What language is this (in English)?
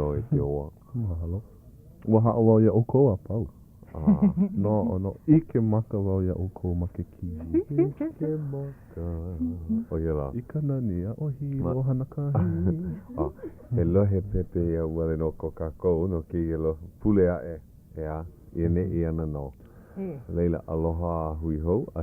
Hawaiian